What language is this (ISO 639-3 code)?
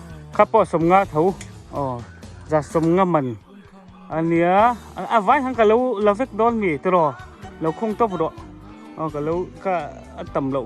lus